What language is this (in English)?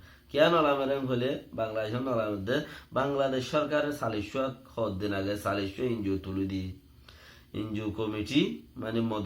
Rohingya